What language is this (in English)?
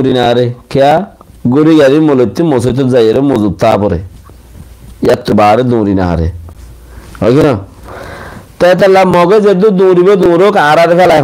Rohingya